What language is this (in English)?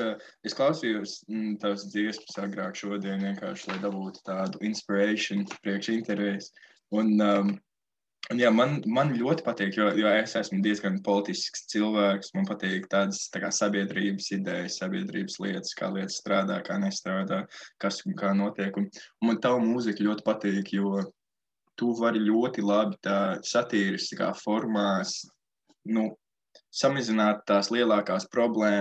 Latvian